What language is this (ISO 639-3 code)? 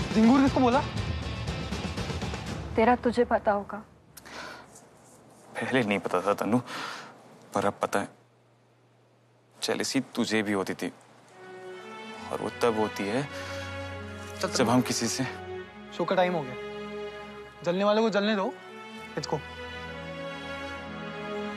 hin